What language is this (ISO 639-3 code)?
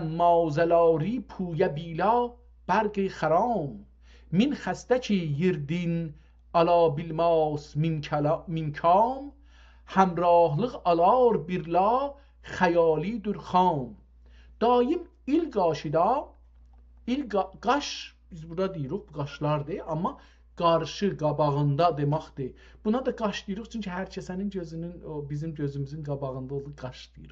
azb